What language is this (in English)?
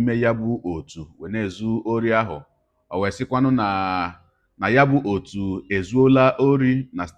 Igbo